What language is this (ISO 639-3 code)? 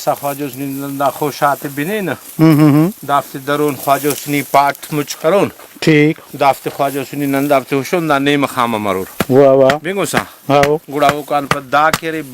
brh